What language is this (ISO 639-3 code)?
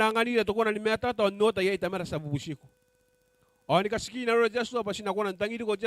gil